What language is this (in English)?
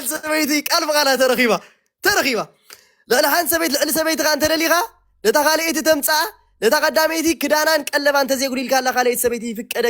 Tigrinya